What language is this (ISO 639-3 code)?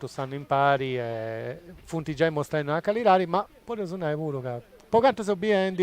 srd